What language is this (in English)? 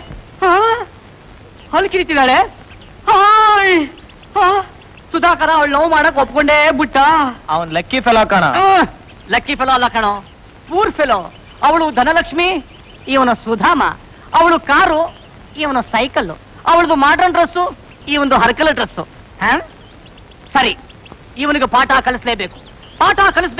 Kannada